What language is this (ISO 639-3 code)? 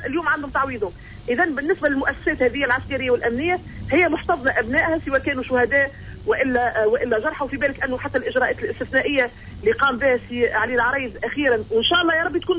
aeb